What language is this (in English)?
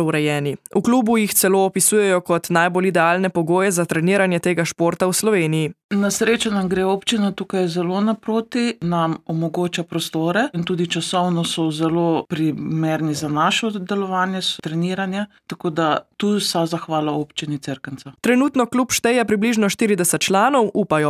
Slovenian